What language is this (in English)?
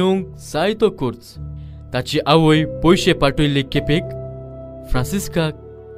Konkani